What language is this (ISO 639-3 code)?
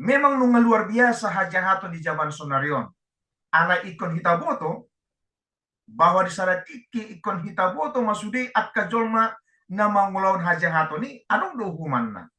bbc